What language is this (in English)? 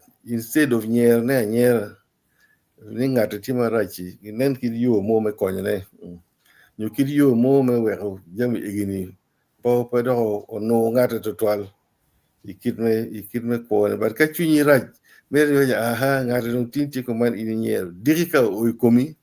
Acoli